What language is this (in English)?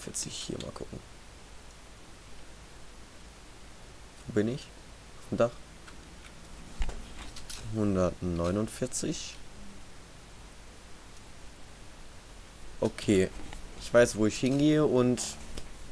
German